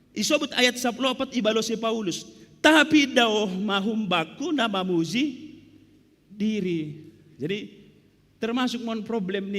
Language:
Batak Simalungun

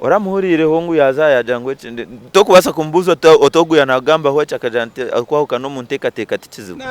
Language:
Nyankole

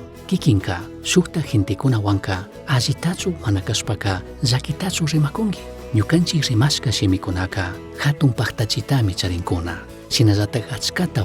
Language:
Chimborazo Highland Quichua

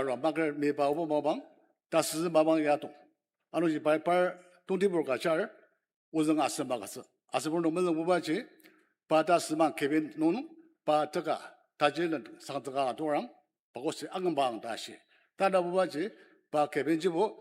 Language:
Ao Naga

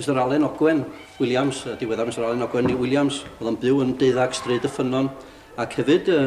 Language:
Welsh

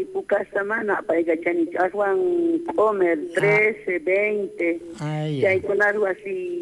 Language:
South Bolivian Quechua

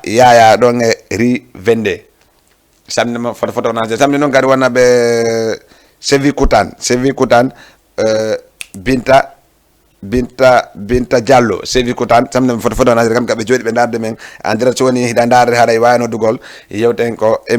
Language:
Fula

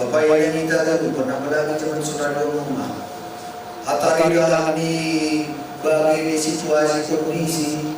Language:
Batak Simalungun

